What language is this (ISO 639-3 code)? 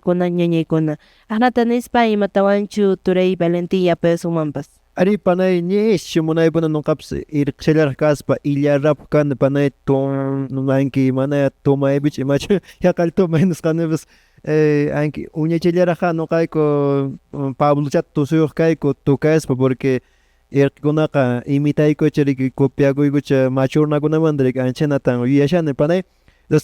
que